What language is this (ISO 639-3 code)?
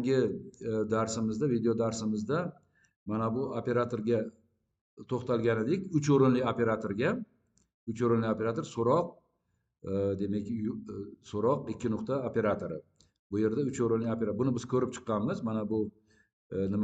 uzb